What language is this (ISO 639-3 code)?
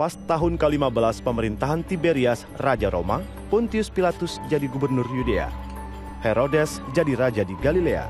bjn